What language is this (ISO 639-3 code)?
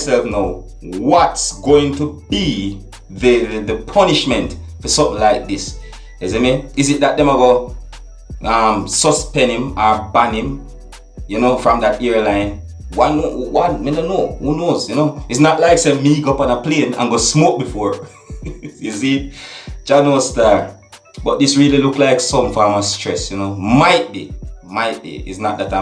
jam